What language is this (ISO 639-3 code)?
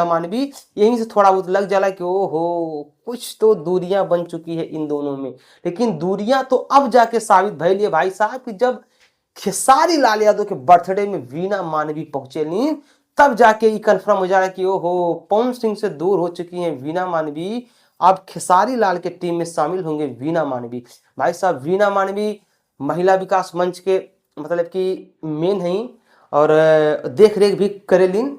bho